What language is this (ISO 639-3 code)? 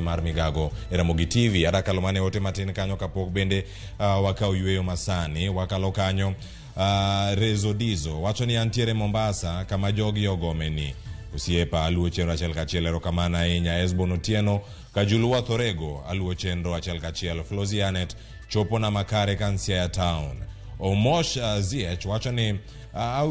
luo